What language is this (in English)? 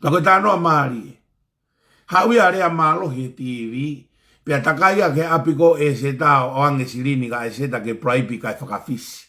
Tongan